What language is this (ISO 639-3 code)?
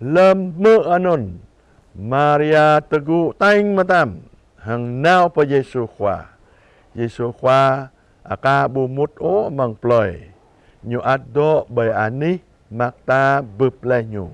jra